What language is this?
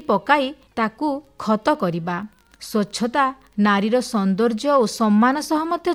Odia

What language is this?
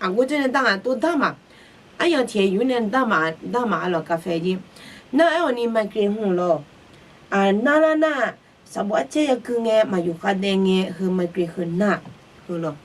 Akha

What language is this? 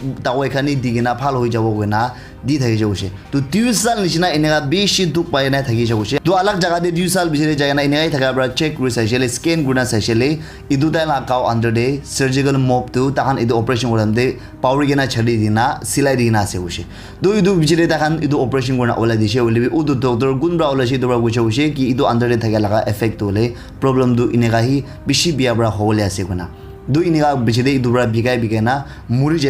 Naga Pidgin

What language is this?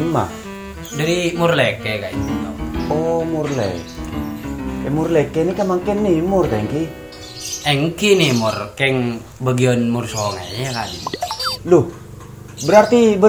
Madurese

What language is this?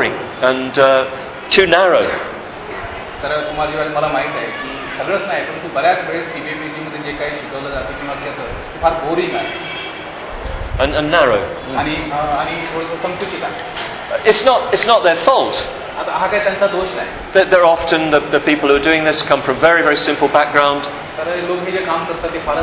Marathi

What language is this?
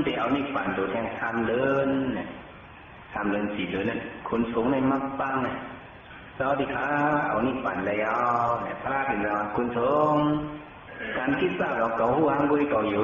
Shan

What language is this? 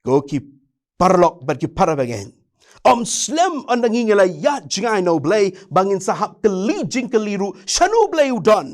Khasi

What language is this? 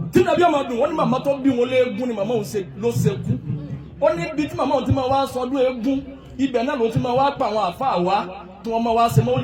Yoruba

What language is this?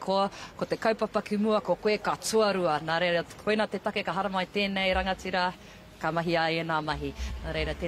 Māori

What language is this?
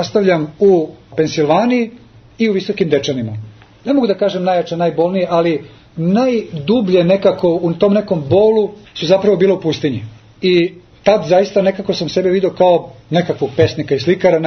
Serbian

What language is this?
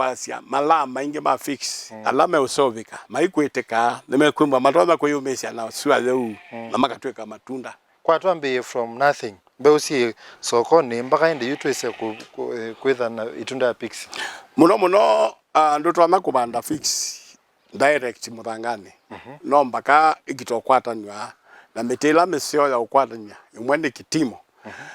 Kamba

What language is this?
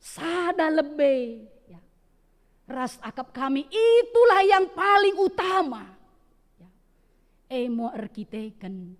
Batak Karo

